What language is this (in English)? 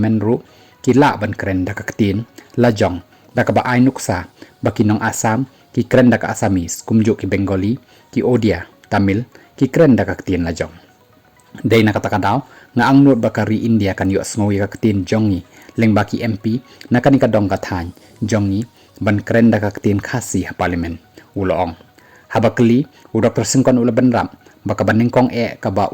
Khasi